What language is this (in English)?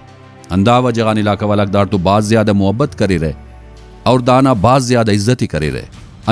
Brahui